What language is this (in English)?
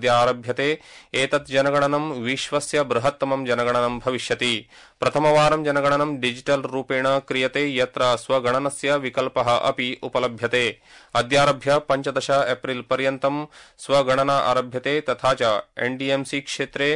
Sanskrit